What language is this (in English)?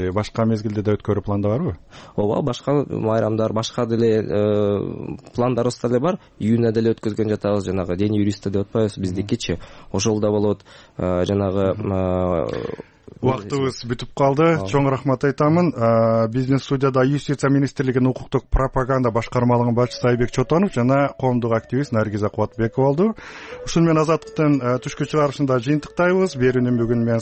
Kyrgyz